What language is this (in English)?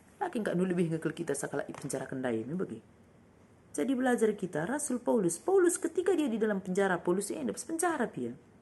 Batak Karo